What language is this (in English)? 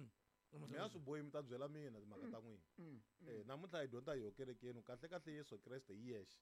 Tsonga